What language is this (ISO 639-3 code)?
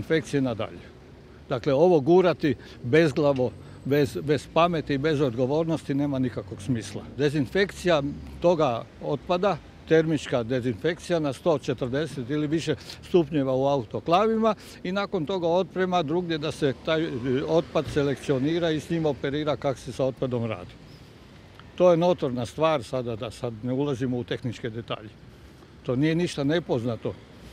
hrv